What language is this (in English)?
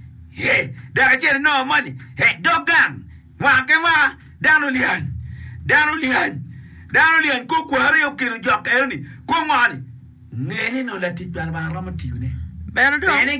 Acoli